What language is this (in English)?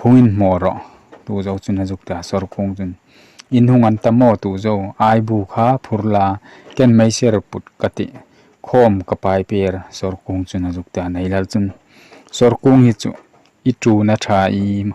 Hmar